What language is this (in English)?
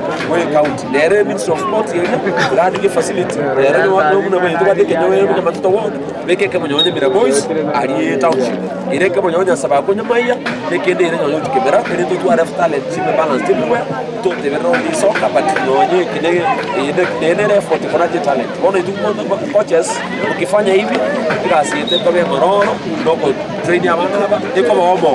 Gusii